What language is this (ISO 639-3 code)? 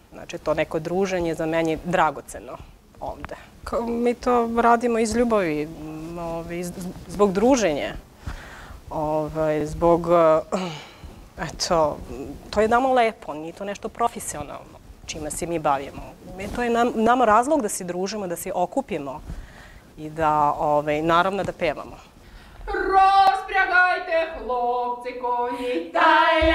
srp